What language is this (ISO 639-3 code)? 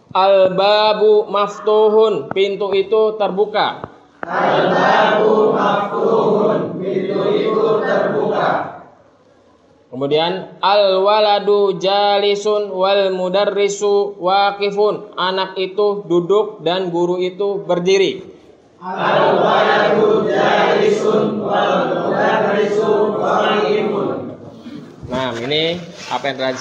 ind